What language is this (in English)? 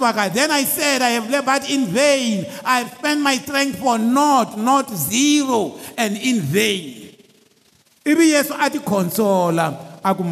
Tsonga